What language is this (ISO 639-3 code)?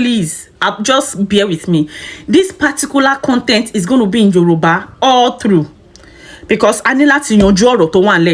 yor